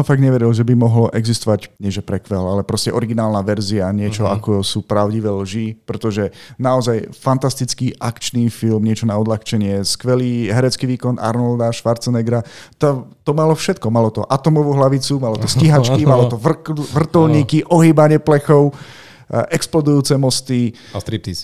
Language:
Slovak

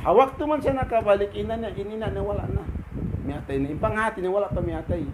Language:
Tausug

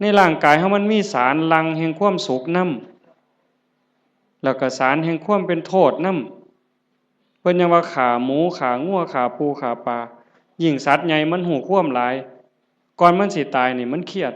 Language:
Northeastern Thai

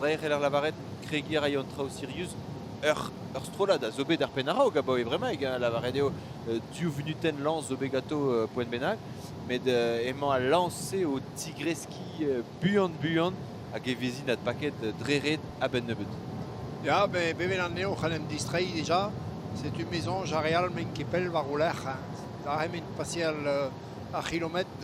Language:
Breton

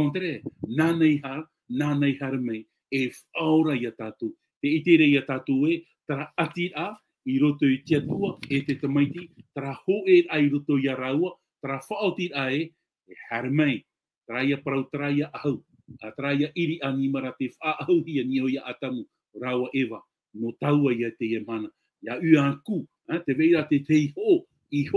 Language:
Tahitian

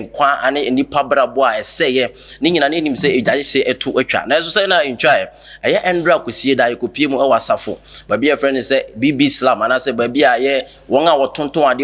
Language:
Akan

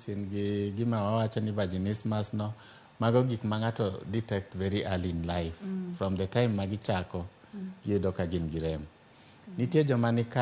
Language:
Luo (Kenya and Tanzania)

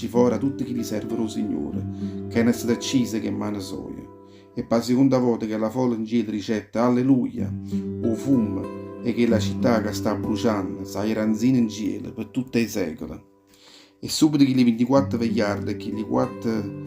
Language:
Neapolitan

